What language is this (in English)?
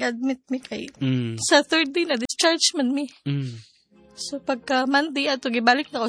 Cebuano